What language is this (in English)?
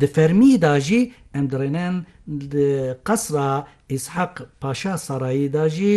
Kurdish